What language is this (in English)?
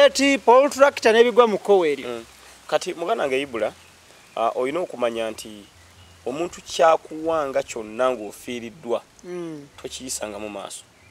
Ganda